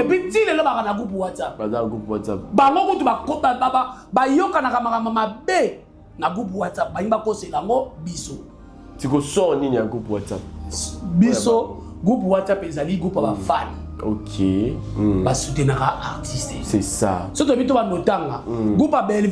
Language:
Lingala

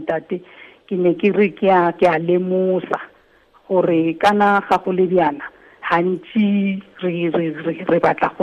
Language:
Tswana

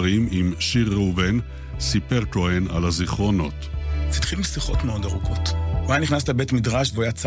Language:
Hebrew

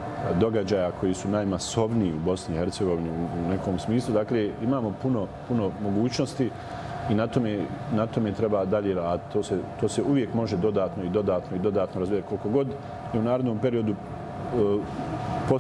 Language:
Bosnian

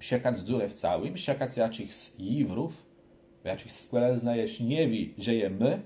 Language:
Kashubian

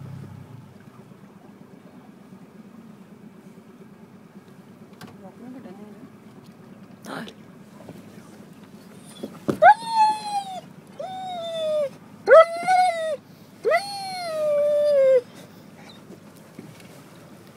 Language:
Norwegian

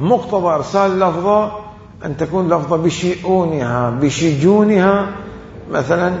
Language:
Mesopotamian Arabic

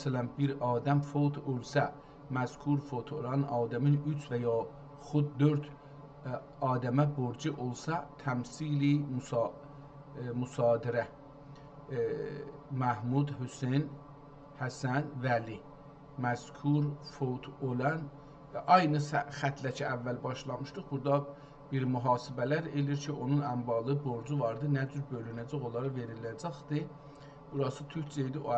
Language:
South Azerbaijani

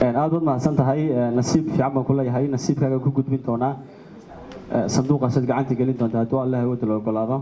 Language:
Somali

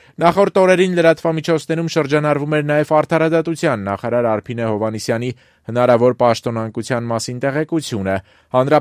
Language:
Armenian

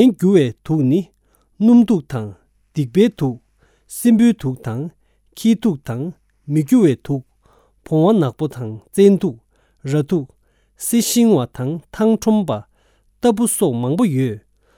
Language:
Tibetan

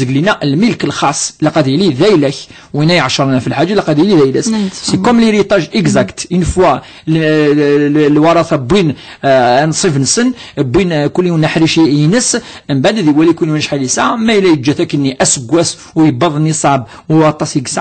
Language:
Kabyle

